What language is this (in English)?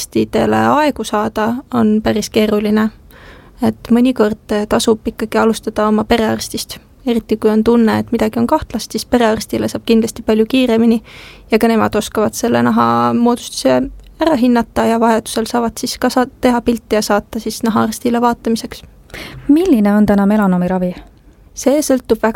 Estonian